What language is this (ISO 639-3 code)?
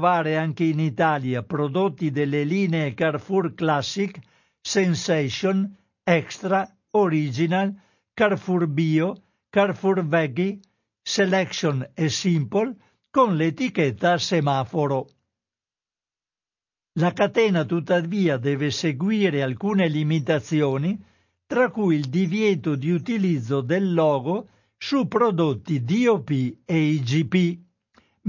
ita